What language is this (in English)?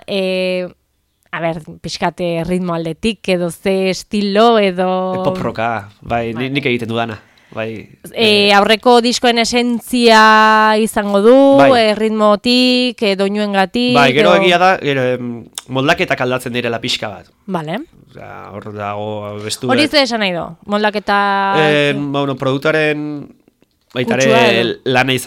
Basque